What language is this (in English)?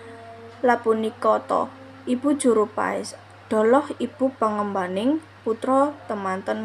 Javanese